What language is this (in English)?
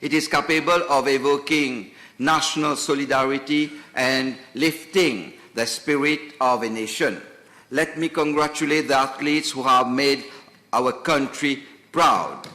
Morisyen